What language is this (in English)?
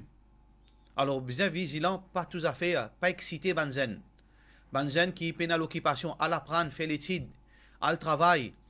Morisyen